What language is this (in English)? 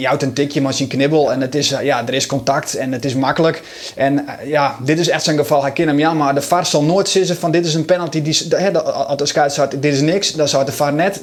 Western Frisian